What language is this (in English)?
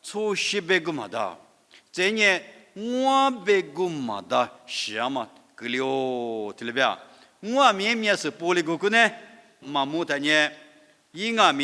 Lisu